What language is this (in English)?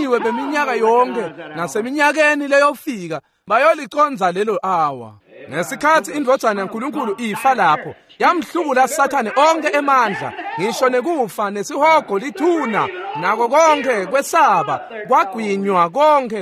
Swati